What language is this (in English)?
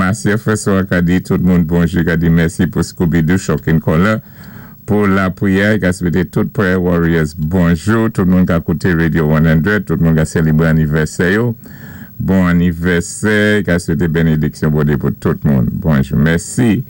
Saint Lucian Creole French